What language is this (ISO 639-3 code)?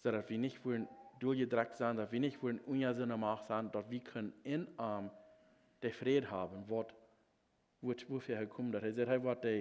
pdt